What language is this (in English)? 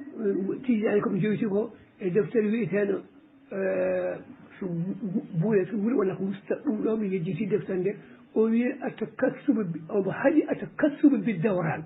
Fula